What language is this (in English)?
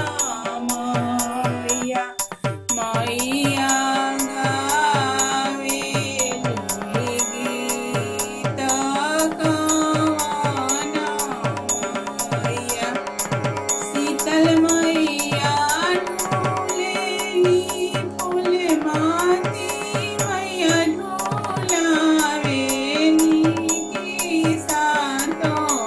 Bhojpuri